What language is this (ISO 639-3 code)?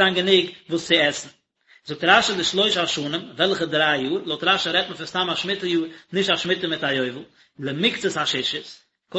yid